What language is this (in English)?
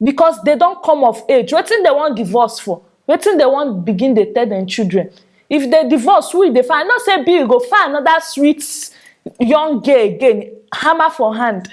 Nigerian Pidgin